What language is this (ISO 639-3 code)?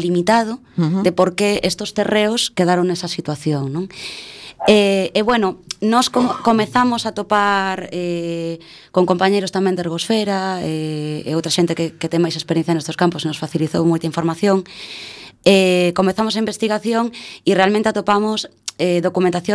glg